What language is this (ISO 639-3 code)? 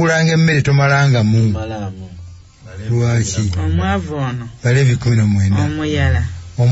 lug